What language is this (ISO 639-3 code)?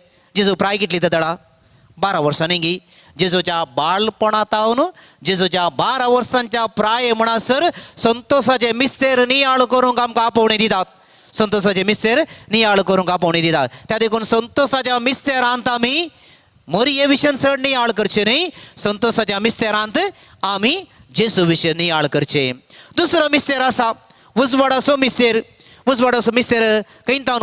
kok